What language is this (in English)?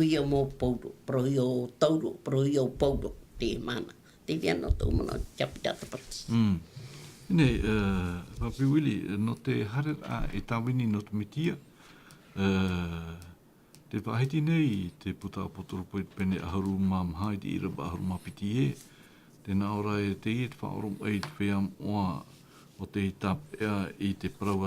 Tahitian